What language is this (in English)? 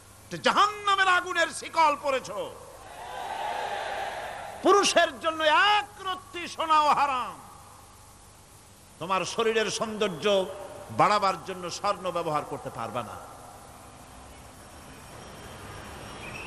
Bangla